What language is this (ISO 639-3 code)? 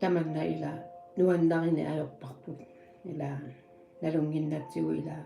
kal